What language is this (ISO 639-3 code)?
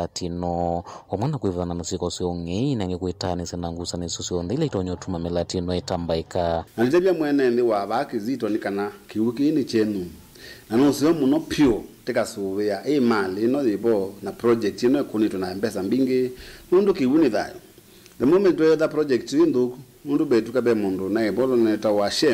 kam